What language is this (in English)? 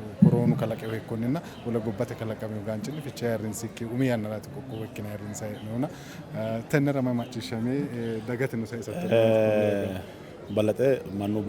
Sidamo